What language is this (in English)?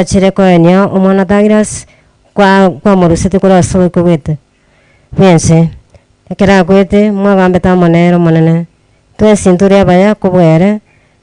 Gusii